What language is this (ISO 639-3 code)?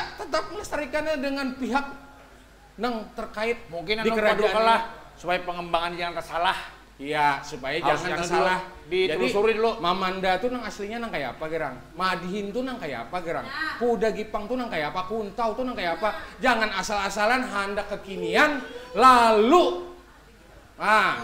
bjn